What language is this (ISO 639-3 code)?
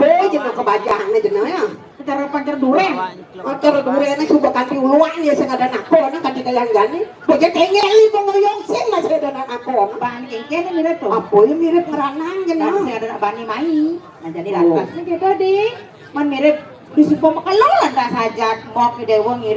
ban